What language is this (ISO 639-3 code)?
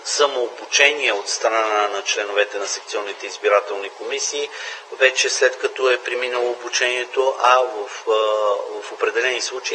bul